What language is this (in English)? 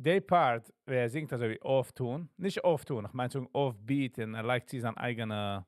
Yiddish